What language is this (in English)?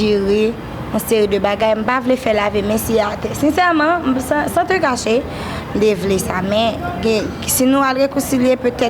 Haitian Creole